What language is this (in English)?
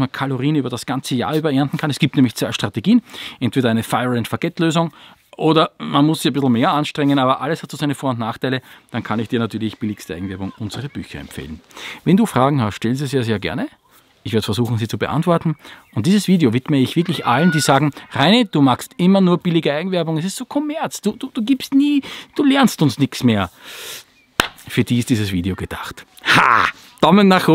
German